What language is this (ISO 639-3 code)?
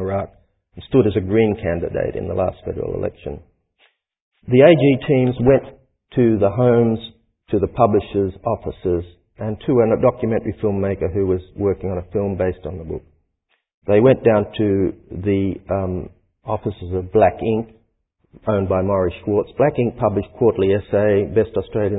eng